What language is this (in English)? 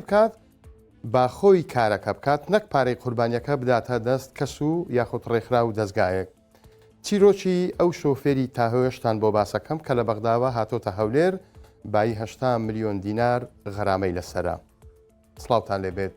Central Kurdish